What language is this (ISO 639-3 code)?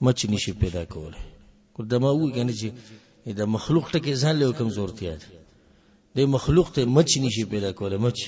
pus